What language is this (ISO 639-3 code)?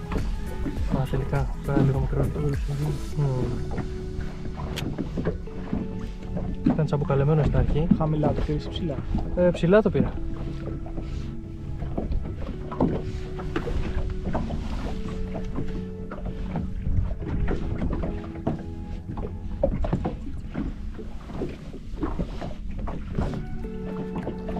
ell